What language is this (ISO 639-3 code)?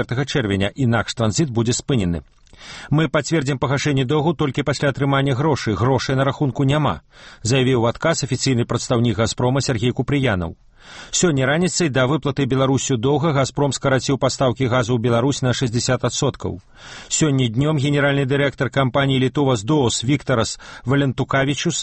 bel